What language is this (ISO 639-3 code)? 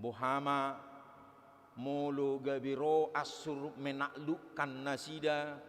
bbc